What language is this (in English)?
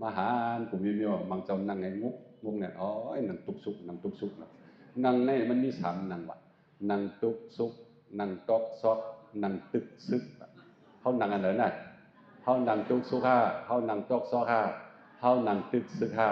Shan